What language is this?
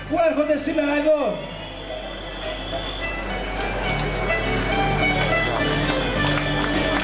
Greek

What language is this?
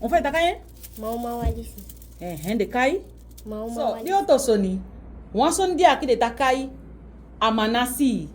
Saramaccan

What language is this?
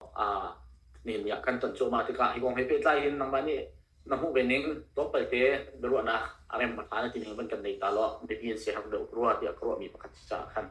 Hakha Chin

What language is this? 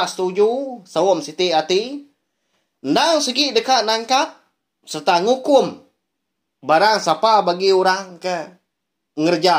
Iban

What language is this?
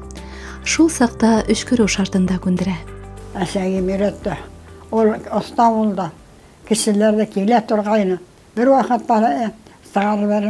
Bashkir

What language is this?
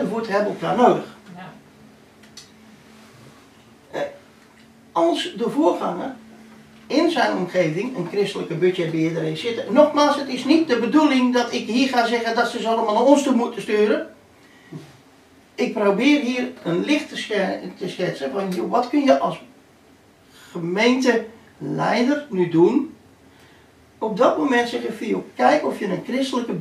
Dutch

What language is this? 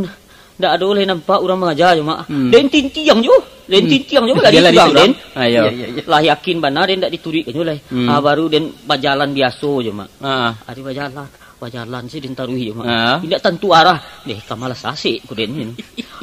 Minangkabau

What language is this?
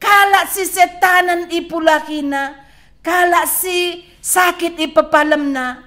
Batak Karo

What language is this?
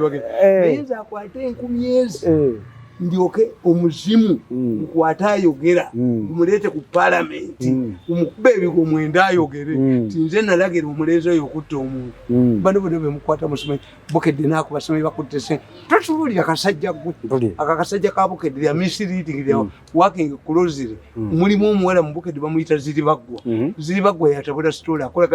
Ganda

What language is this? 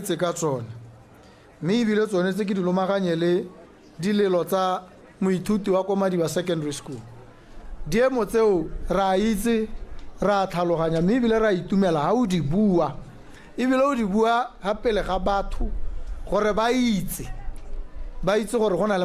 Tswana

